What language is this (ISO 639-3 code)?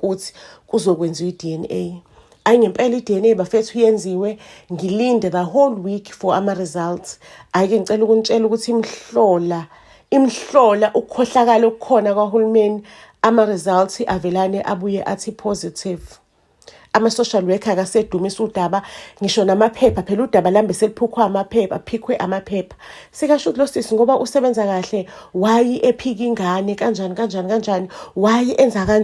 zul